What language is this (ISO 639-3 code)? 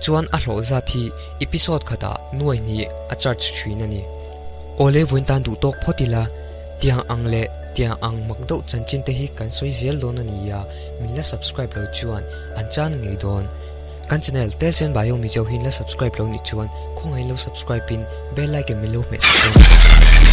lus